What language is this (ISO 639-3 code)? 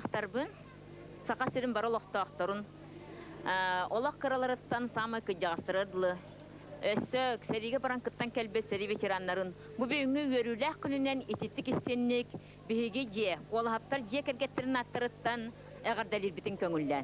sah